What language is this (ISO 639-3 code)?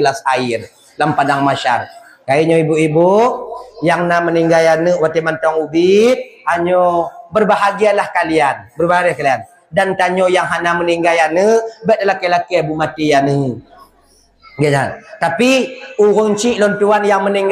ace